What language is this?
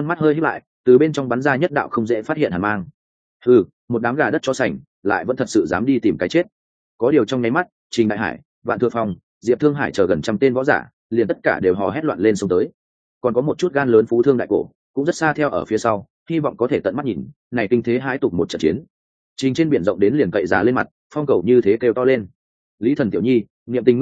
Vietnamese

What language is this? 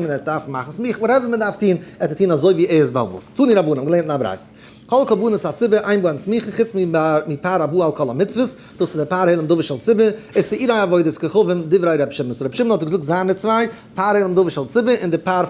Yiddish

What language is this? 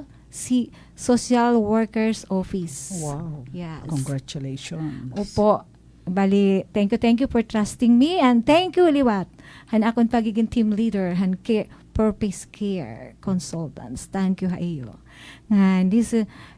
Waray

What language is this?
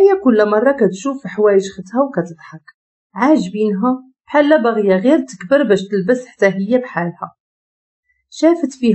Moroccan Arabic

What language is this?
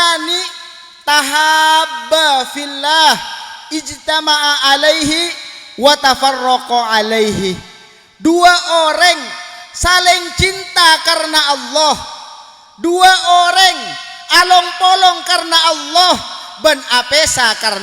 Madurese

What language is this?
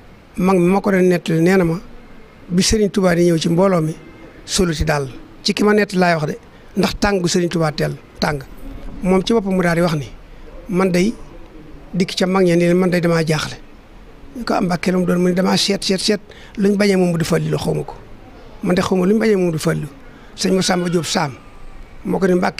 Wolof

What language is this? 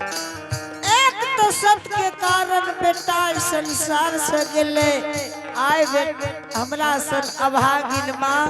Angika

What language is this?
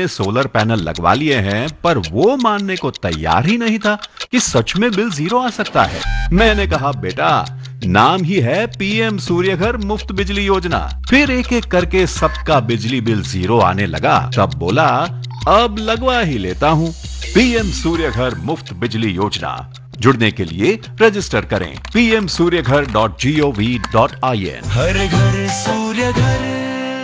Hindi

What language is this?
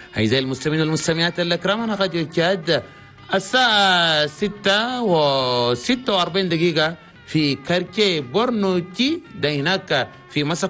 Chadian Arabic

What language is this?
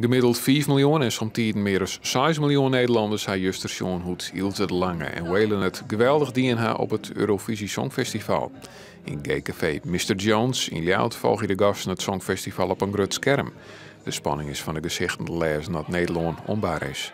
Western Frisian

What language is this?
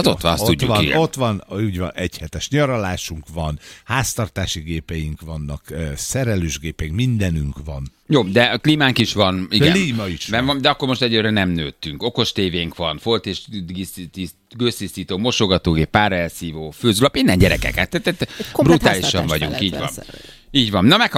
Hungarian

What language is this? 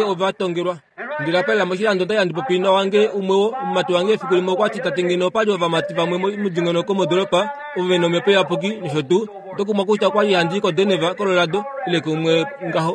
Kuanyama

